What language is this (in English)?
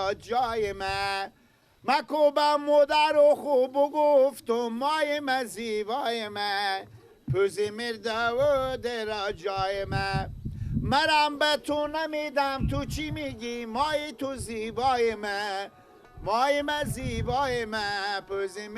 Persian